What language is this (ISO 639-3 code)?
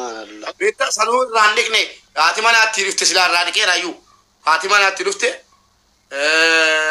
orm